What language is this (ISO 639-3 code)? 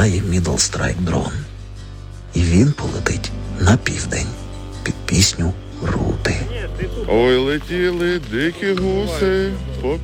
ukr